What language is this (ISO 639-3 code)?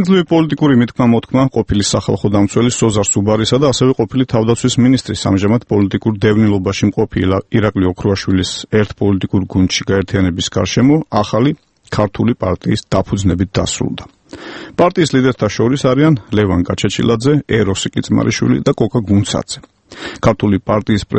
kat